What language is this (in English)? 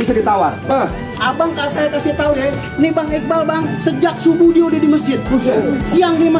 Betawi